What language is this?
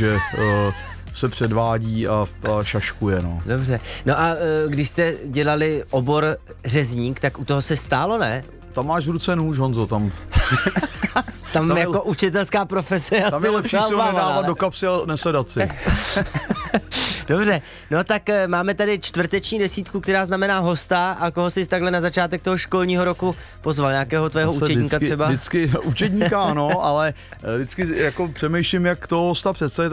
Czech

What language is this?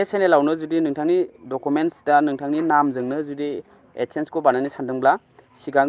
Bodo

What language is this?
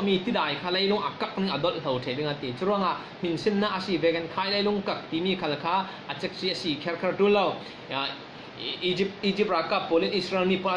Falam Chin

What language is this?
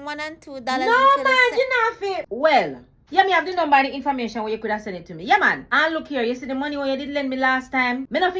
Jamaican Creole English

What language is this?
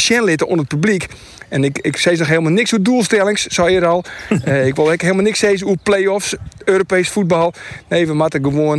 Western Frisian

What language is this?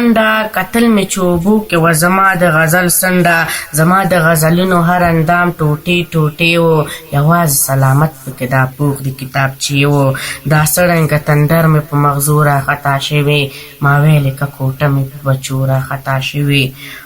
Pashto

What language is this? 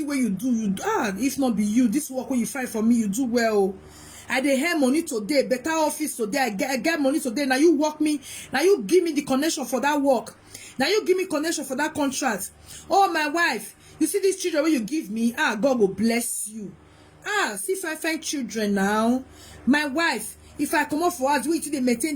Nigerian Pidgin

